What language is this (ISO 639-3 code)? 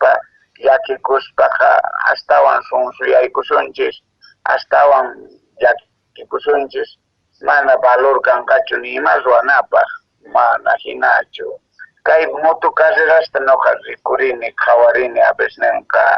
que